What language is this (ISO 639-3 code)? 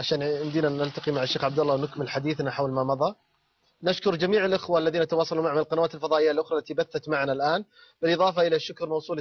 ara